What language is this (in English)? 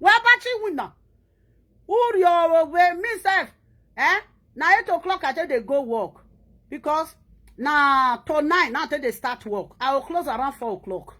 Nigerian Pidgin